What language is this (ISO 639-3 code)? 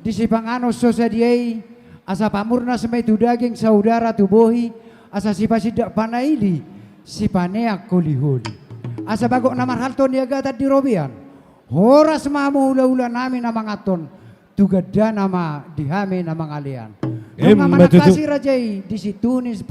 bbc